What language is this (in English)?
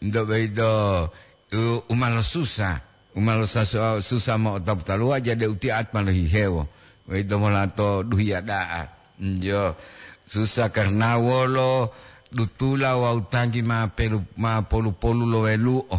Gorontalo